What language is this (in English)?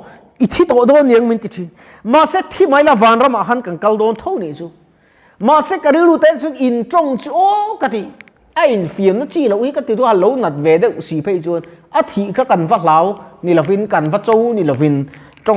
Mizo